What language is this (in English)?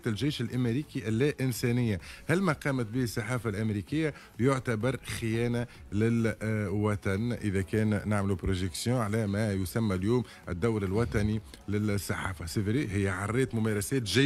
Tunisian Arabic